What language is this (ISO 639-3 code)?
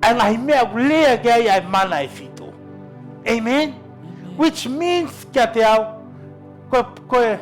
ton